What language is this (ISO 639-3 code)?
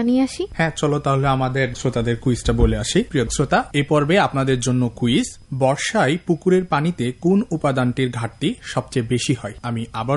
ben